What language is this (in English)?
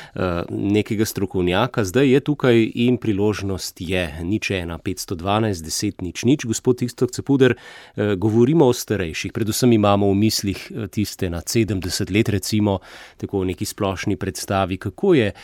Slovenian